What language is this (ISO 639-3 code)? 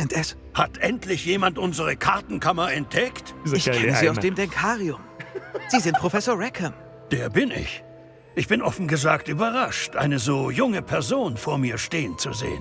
bar